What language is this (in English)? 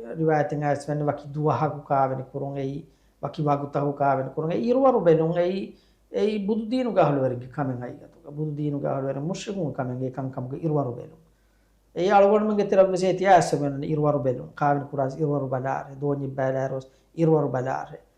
Divehi